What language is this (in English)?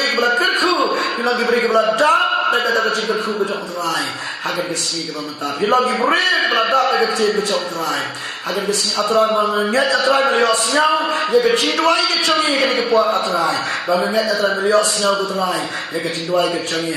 Khasi